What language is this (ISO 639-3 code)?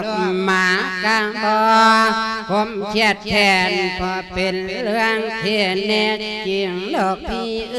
lao